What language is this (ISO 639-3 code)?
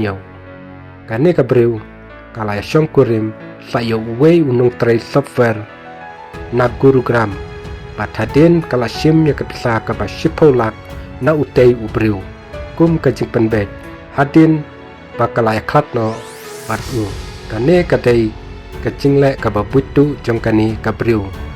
kha